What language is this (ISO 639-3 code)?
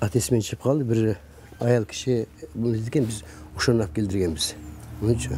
kir